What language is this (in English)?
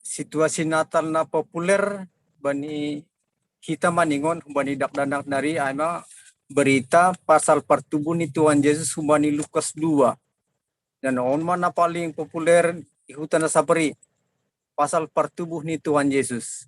Batak Simalungun